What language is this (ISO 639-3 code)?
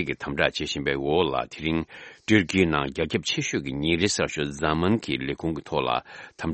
bod